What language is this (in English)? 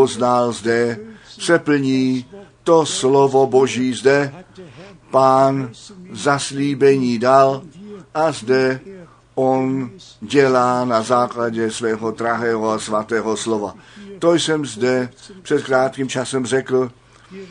Czech